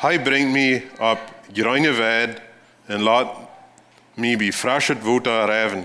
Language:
Plautdietsch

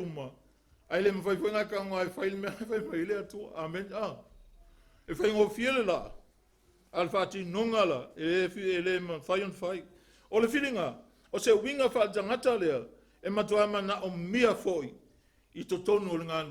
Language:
Samoan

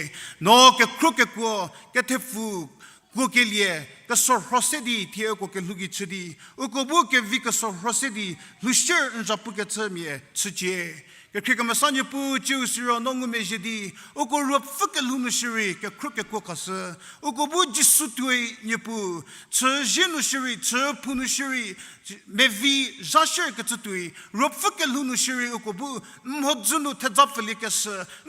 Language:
Angami Naga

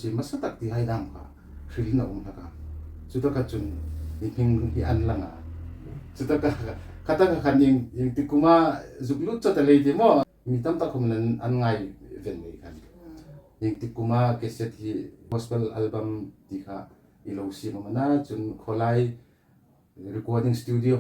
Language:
Hmar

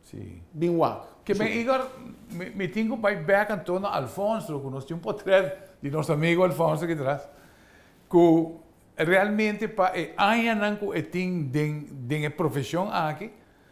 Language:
Papiamento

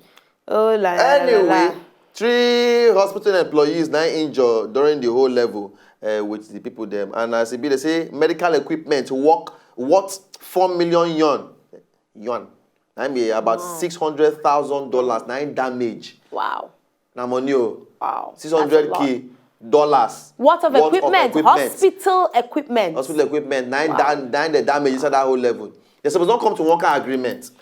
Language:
Nigerian Pidgin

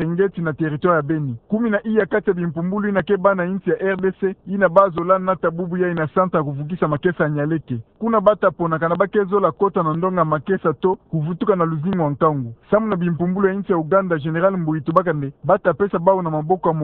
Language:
Kituba (Democratic Republic of Congo)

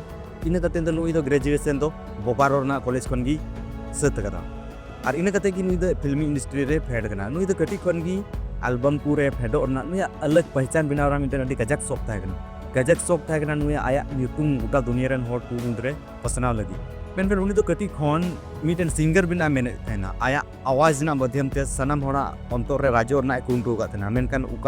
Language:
Santali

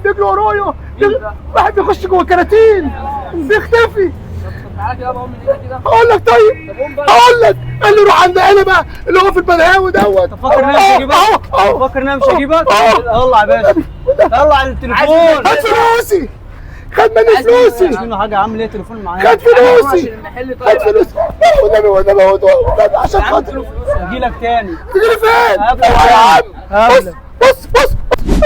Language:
Egyptian Arabic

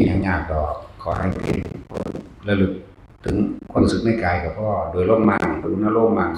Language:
Northeastern Thai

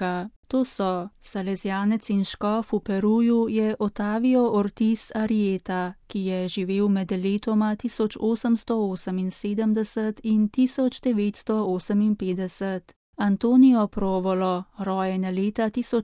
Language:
Slovenian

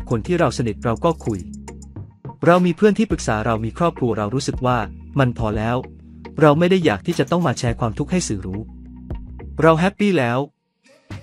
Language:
Thai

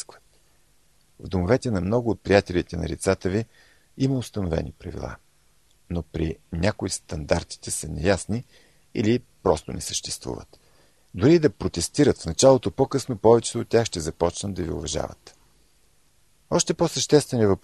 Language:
Bulgarian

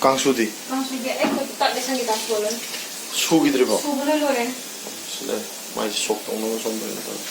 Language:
Manipuri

